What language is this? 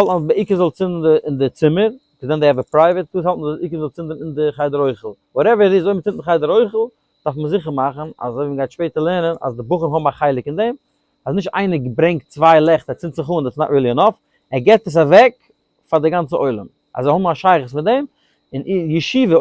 Yiddish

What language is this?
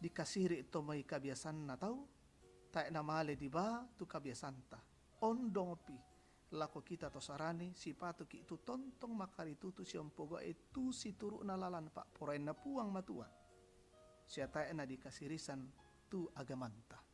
Toraja-Sa'dan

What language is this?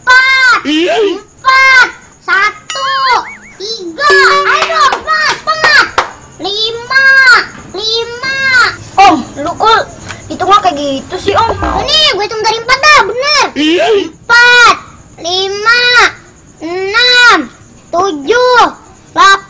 Betawi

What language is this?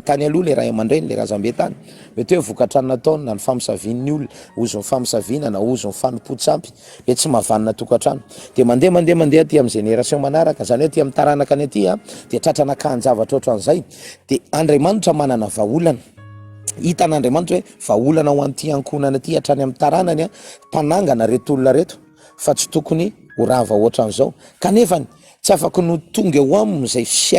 Malagasy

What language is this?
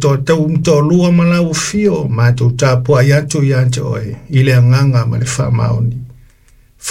Samoan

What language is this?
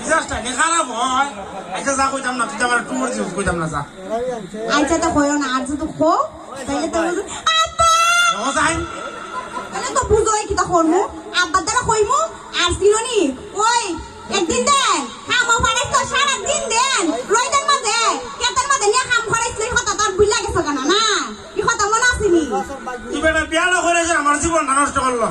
Sylheti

